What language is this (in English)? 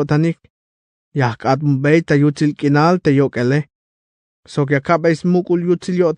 Tzeltal